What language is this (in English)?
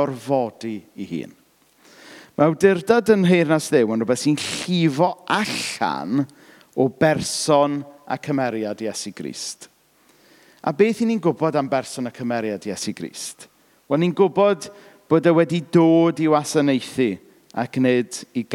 Welsh